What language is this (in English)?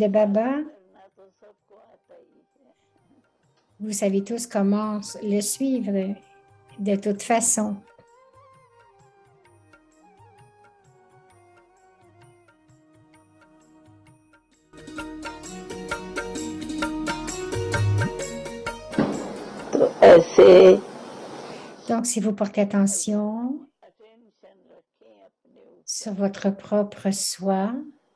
French